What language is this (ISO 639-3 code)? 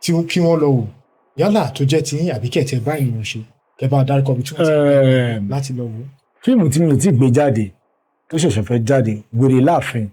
yor